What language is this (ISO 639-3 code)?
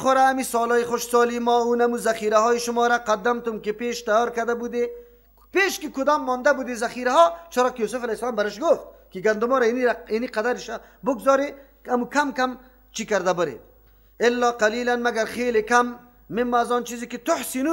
fas